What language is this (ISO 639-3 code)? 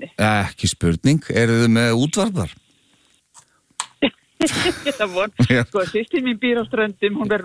isl